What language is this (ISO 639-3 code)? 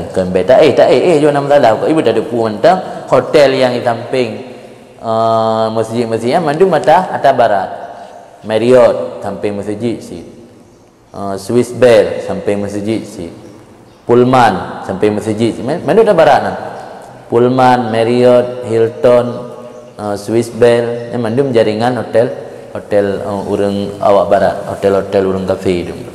ace